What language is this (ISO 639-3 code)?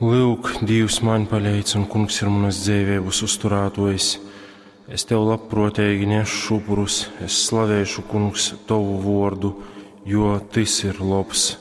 ltg